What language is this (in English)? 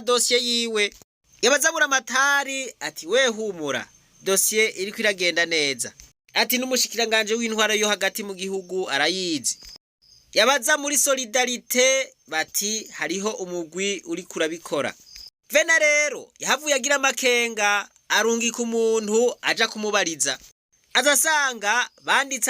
Rundi